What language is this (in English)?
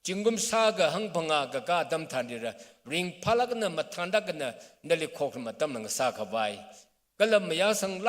Tangkhul Naga (India)